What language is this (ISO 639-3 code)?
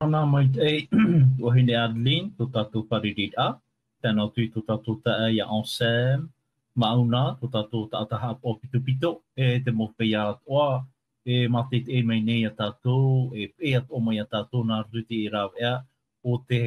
tah